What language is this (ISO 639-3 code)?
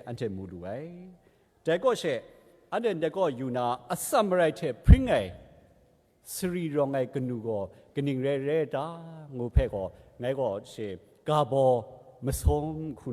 kac